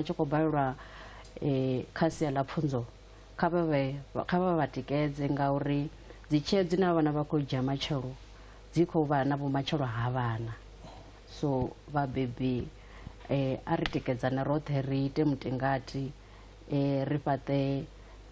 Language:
Venda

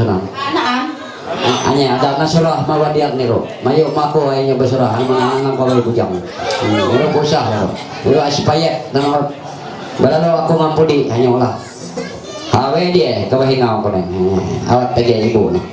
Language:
Ma'anyan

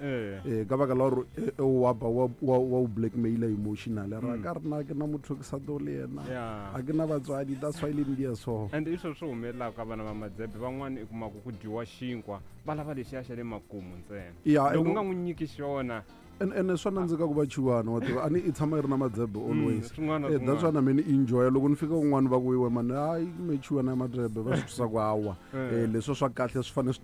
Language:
Tsonga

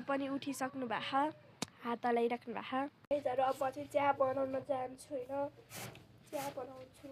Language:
Nepali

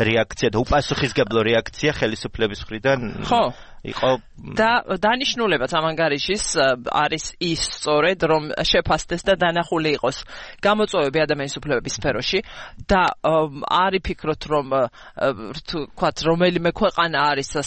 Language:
Georgian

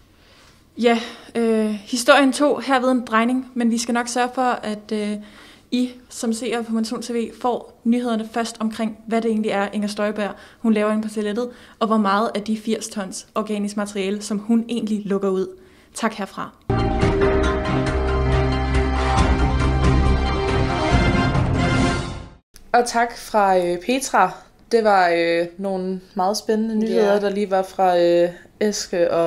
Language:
Danish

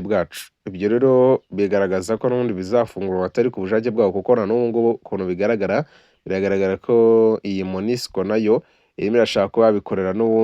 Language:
Kinyarwanda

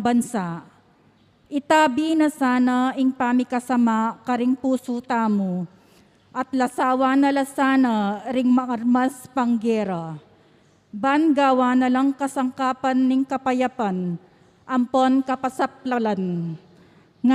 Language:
Pampanga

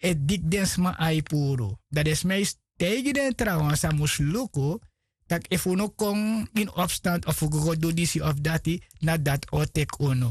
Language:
Sranan Tongo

